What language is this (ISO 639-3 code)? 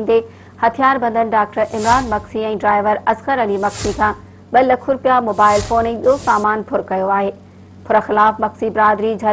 snd